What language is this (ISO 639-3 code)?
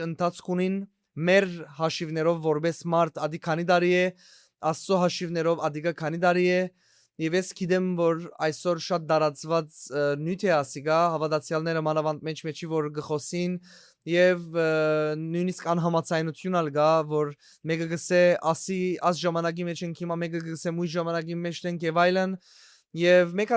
hyw